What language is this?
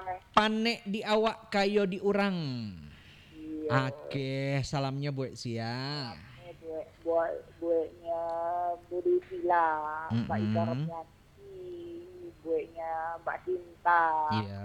Minangkabau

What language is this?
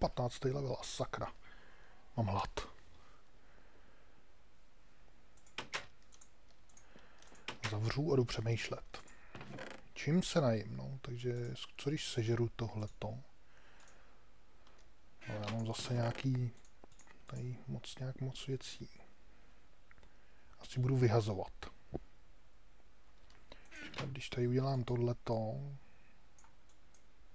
Czech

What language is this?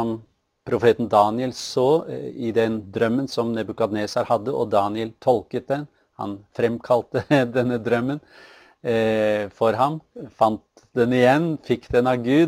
Norwegian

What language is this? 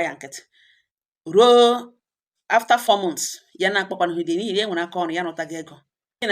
Igbo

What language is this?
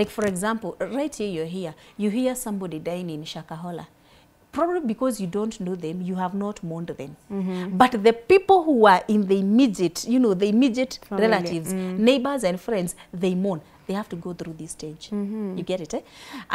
English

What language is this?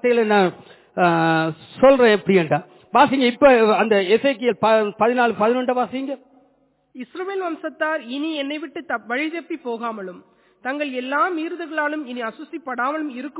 Tamil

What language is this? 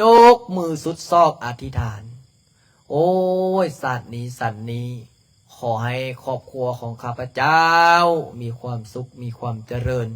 Lao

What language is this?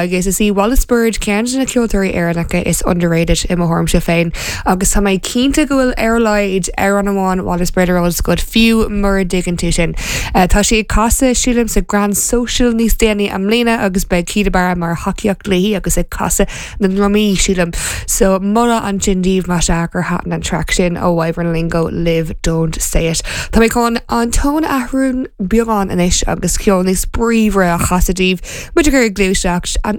Irish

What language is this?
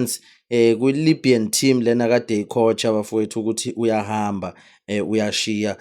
Zulu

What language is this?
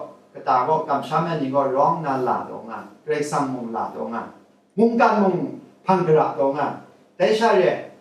Kachin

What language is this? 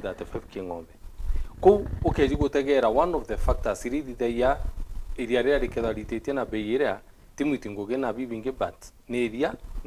Meru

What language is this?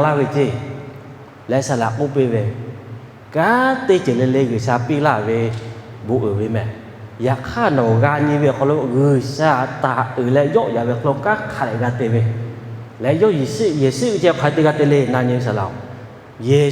Lahu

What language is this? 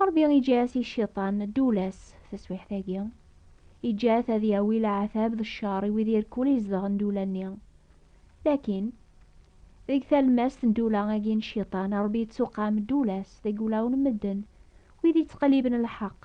Kabyle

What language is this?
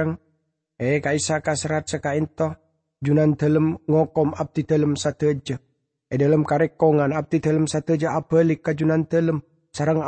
Madurese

